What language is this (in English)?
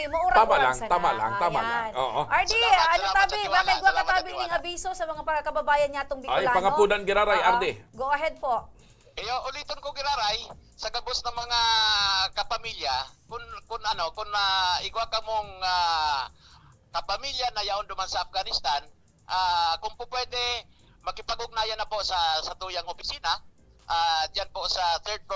Bikol